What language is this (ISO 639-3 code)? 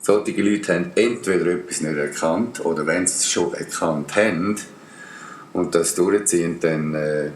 gsw